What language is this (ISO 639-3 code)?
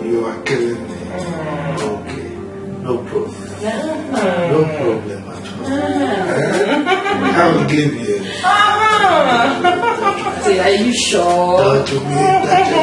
pcm